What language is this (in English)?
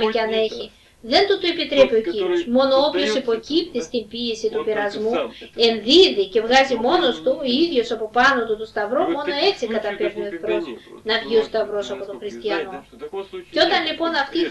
Greek